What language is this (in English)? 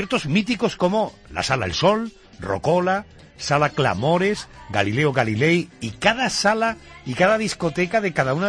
Spanish